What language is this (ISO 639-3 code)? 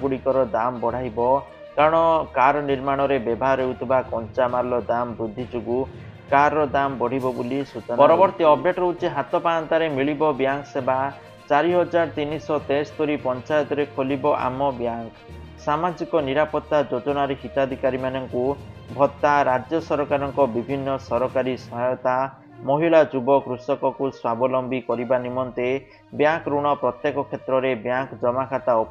ori